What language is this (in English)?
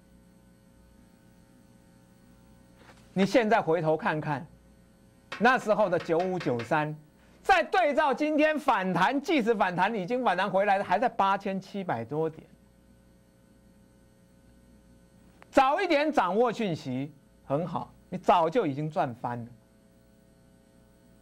Chinese